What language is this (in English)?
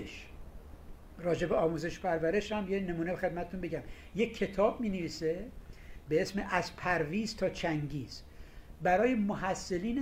Persian